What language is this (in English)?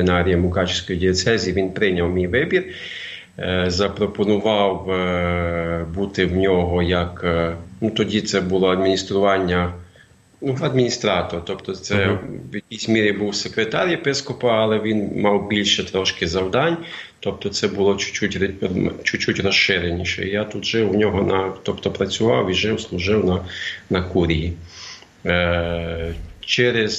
Ukrainian